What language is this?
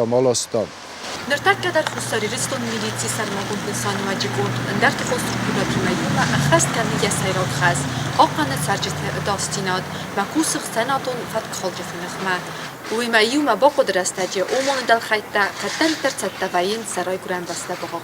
Ossetic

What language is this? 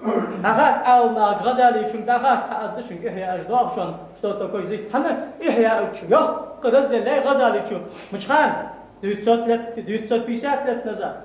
Ingush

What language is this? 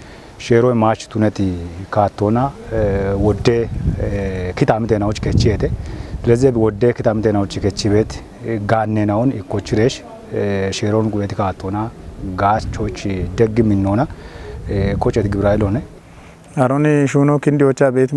Kafa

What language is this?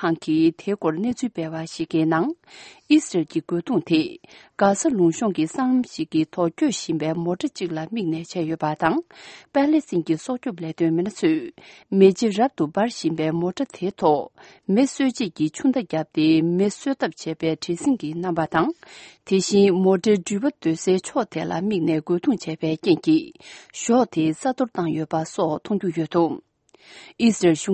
Tibetan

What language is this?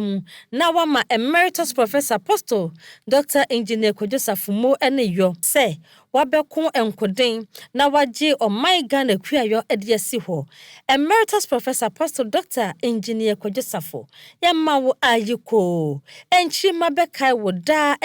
Akan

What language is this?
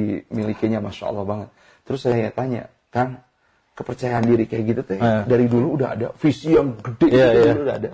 Indonesian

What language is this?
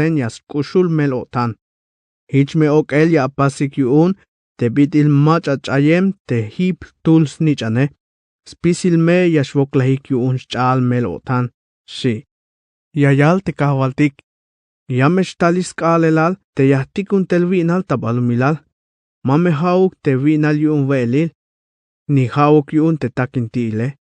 Tzeltal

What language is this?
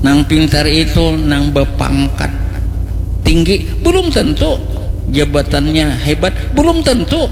Banjar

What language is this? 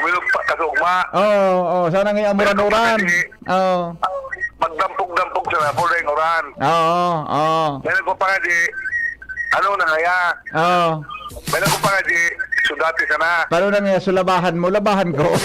Bikol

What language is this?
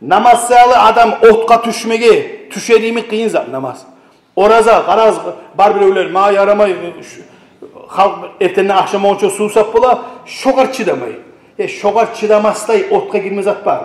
Kumyk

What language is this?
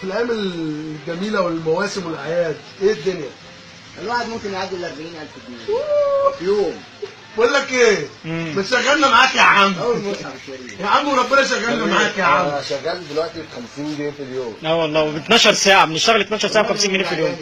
Egyptian Arabic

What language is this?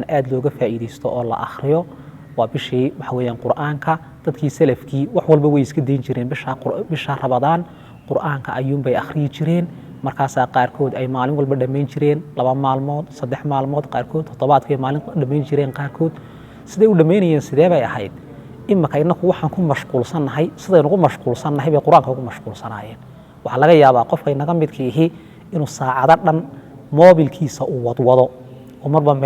Somali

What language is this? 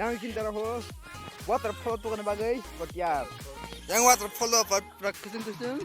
Kok Borok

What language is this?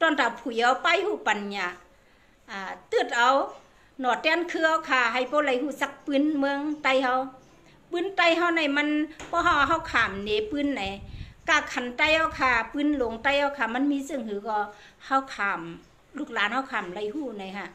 Shan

